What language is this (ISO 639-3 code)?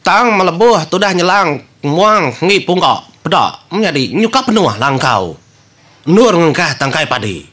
iba